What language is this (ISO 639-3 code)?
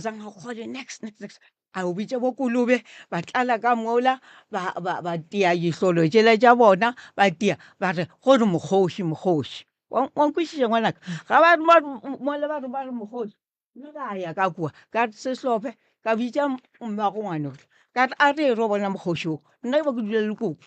nso